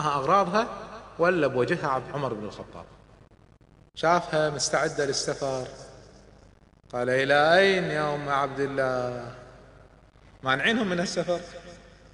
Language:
Arabic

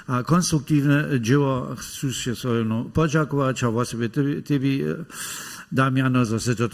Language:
Upper Sorbian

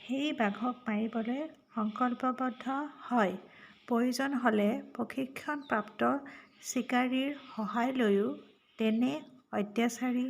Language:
Assamese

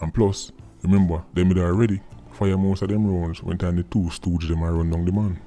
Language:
Jamaican Creole English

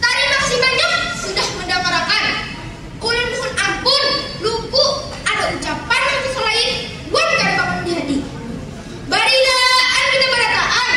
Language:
Banjar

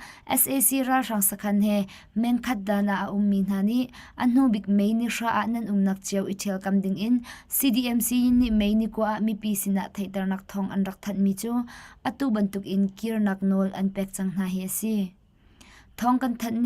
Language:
Hakha Chin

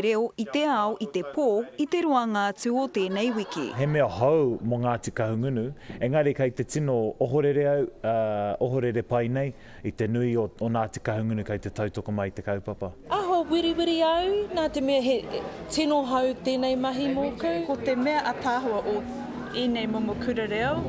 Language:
Māori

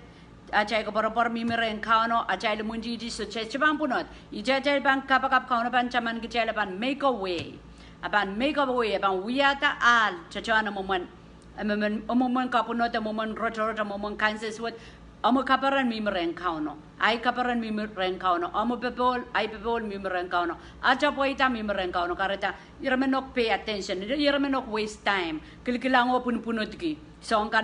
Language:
Pohnpeian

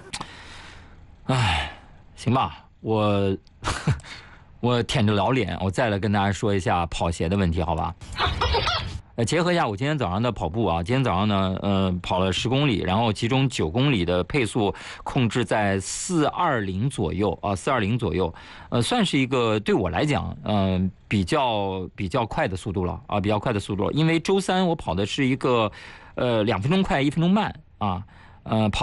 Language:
Chinese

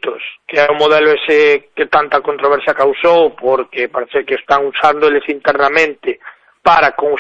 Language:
Galician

